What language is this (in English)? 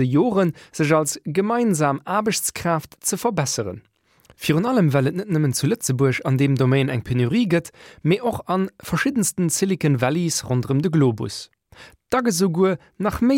Luxembourgish